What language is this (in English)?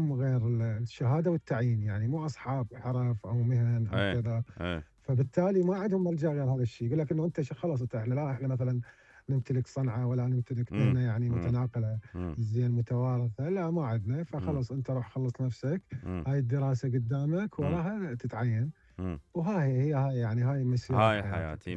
Mesopotamian Arabic